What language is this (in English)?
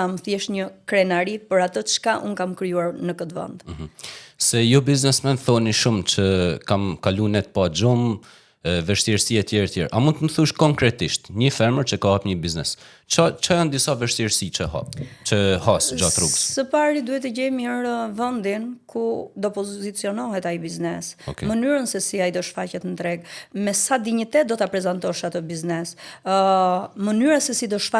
Albanian